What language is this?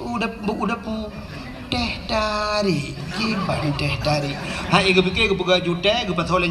Achinese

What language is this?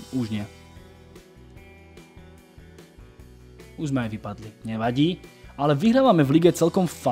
Slovak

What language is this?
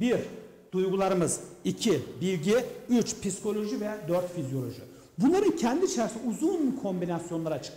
Turkish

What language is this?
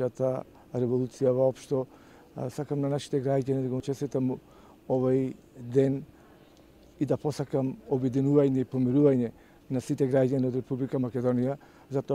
Macedonian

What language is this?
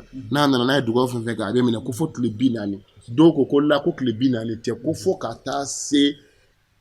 Bambara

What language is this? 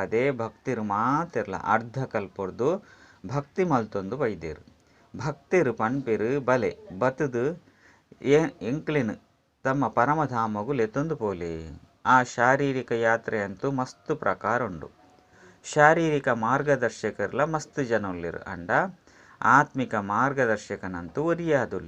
Tulu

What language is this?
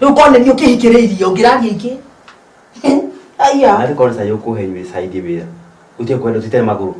Kikuyu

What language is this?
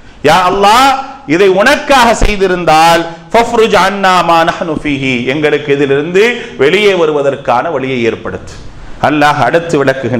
Tamil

